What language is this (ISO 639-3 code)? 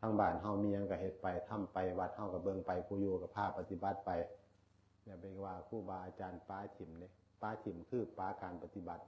tts